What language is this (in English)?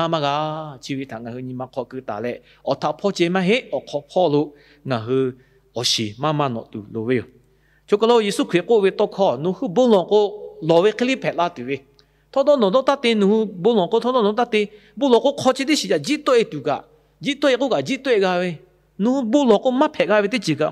Lahu